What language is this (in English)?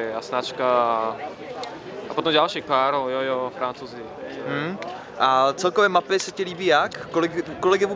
Czech